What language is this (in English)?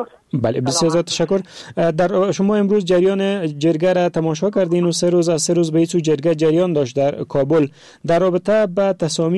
Persian